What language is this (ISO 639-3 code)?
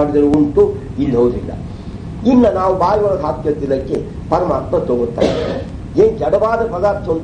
kan